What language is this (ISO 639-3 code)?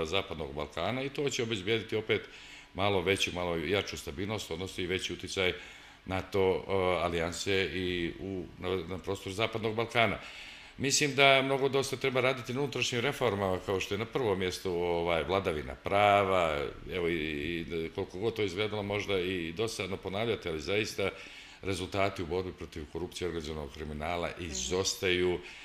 srp